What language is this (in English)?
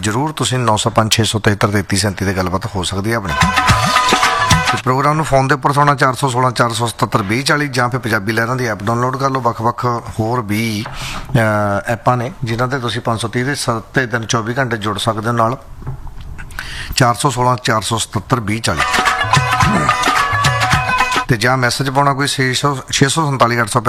Punjabi